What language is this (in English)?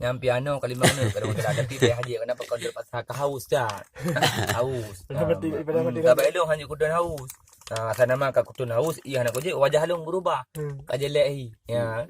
Achinese